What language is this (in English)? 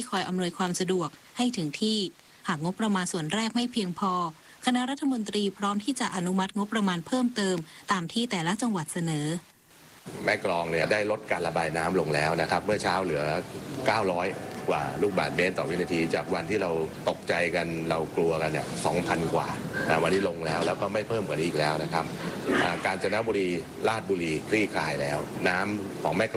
Thai